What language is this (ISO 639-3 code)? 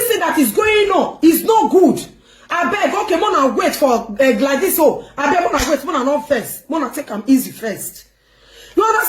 pcm